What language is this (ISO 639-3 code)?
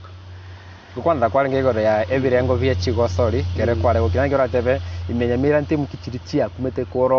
guz